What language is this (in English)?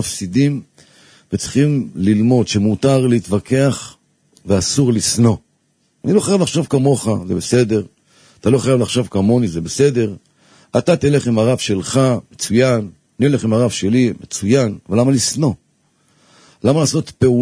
Hebrew